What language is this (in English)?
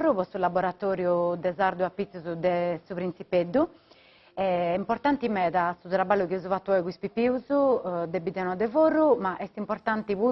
Sardinian